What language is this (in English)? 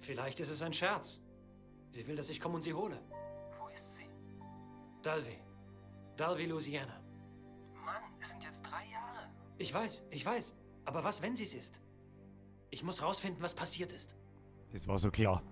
Bavarian